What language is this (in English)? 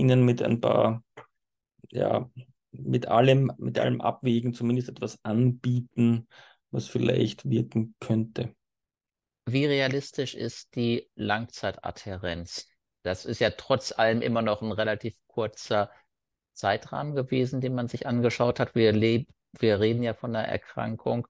German